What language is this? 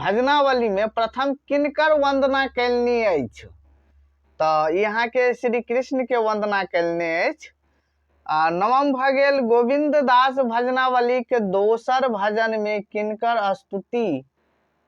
Maithili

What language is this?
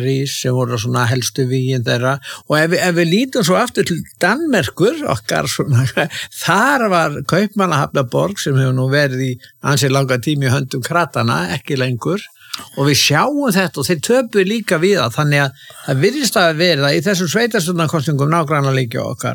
Icelandic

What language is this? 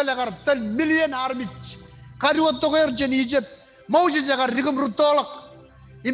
Marshallese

